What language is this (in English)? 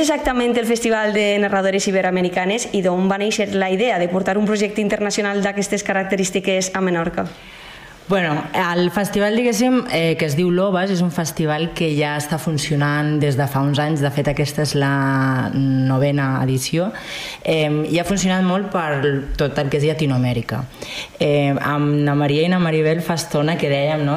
Catalan